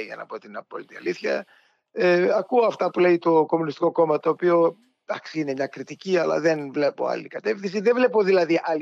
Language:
Greek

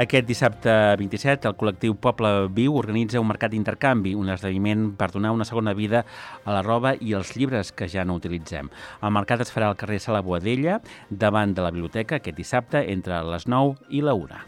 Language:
Catalan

